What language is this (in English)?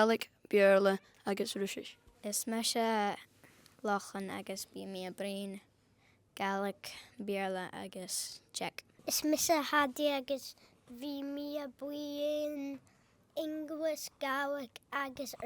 Scottish Gaelic